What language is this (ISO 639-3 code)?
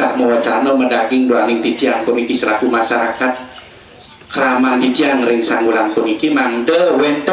ban